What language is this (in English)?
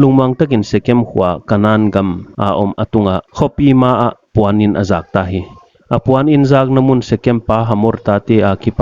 Paite Chin